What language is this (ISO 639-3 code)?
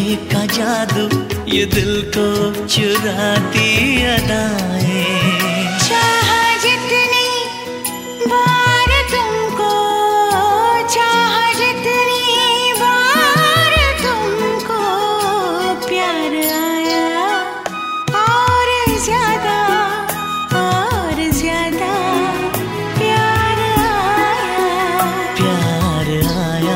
hin